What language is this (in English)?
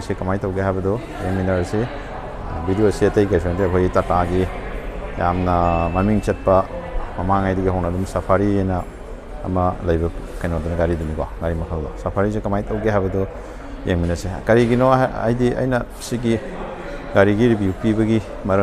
Manipuri